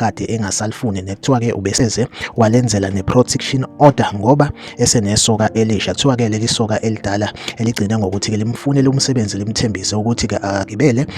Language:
Zulu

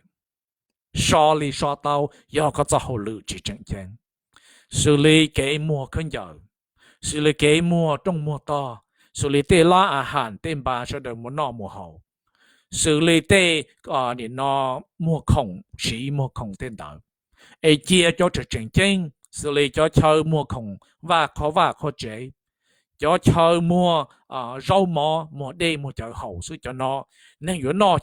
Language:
Hmong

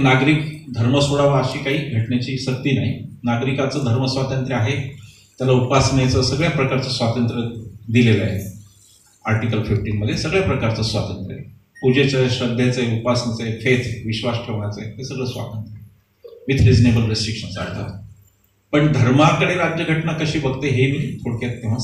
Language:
Marathi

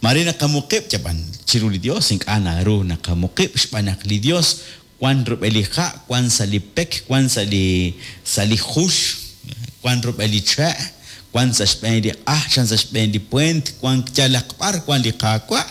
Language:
Kekchí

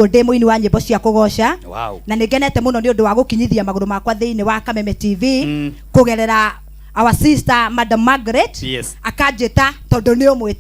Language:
Kikuyu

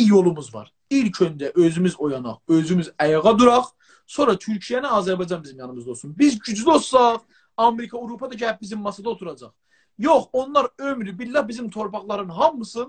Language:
South Azerbaijani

